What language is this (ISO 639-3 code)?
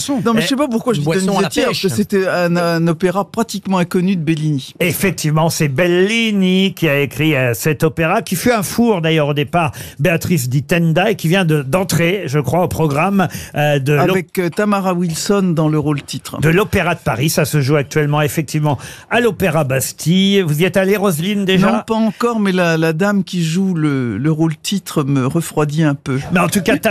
fra